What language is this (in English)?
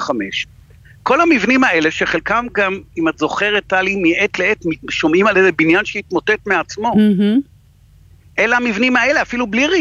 Hebrew